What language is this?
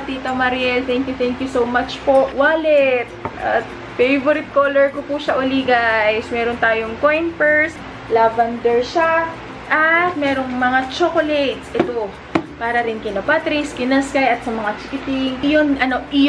Filipino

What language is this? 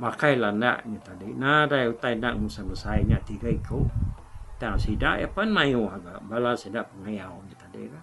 Iban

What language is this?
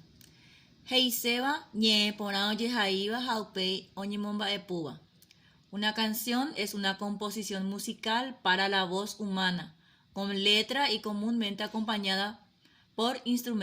Guarani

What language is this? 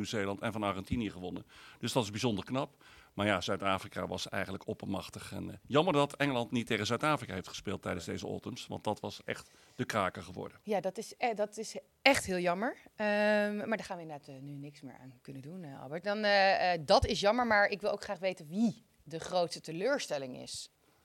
Dutch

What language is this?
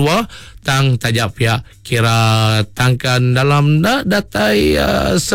Iban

